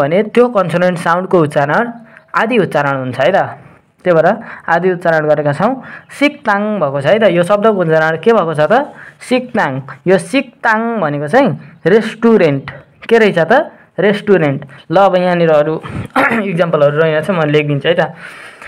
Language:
Nepali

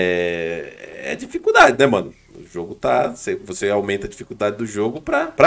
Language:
Portuguese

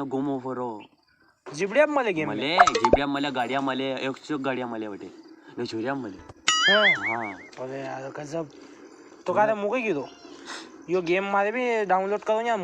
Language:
Rajasthani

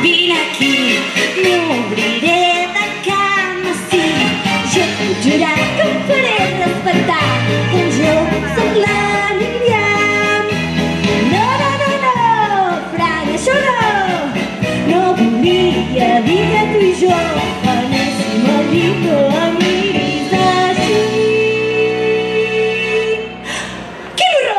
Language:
Catalan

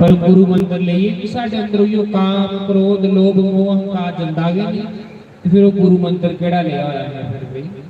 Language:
Dogri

